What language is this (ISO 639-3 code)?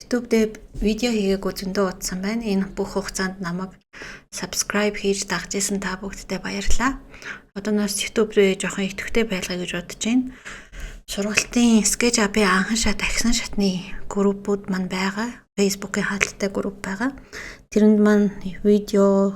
mon